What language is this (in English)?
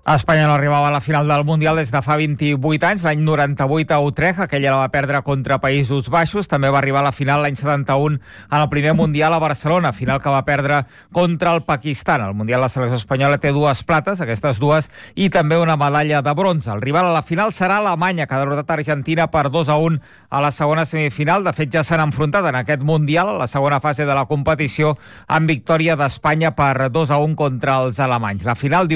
Catalan